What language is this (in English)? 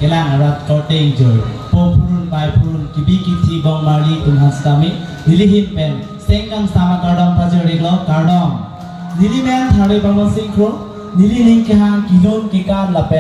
Karbi